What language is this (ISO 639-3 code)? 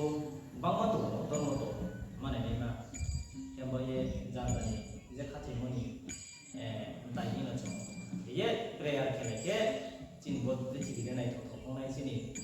ria